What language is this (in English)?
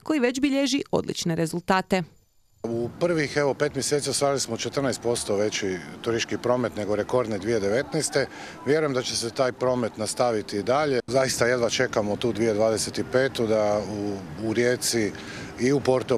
Croatian